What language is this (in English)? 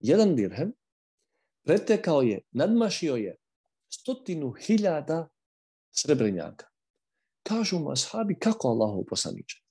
Bosnian